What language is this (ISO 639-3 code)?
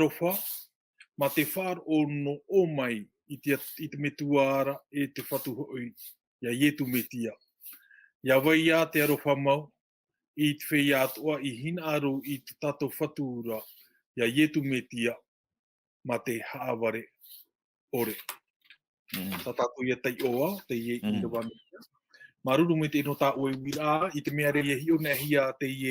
tah